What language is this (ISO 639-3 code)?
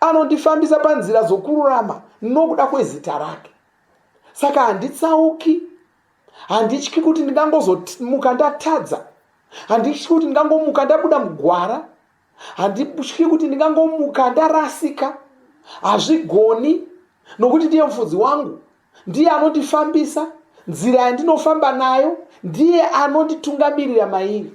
sna